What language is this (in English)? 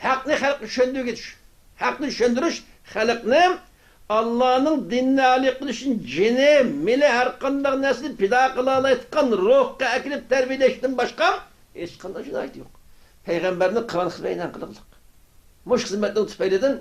Uyghur